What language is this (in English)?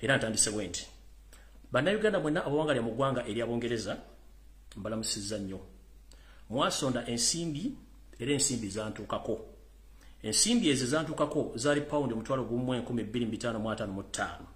Ganda